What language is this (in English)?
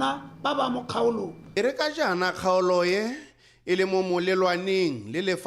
Tswana